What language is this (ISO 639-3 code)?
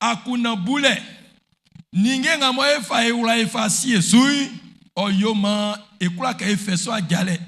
bci